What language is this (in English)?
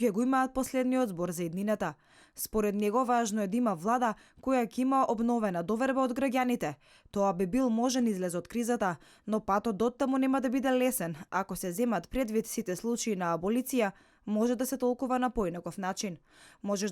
Macedonian